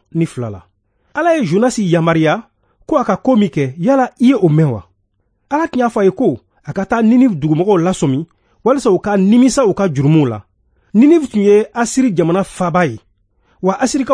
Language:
Bambara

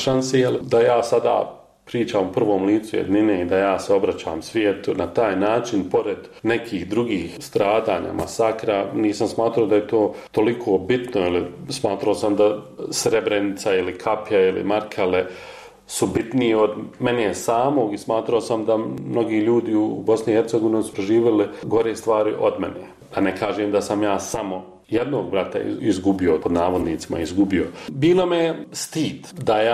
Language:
Bosnian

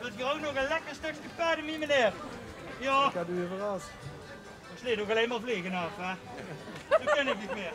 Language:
Limburgish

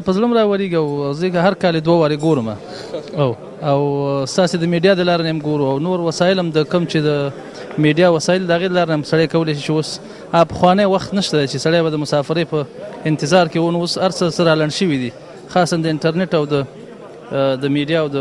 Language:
Pashto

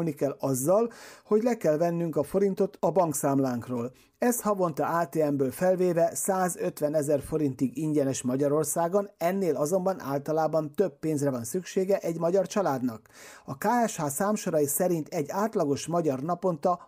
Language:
Hungarian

